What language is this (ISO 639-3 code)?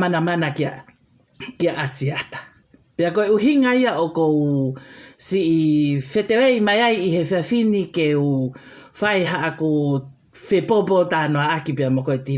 ton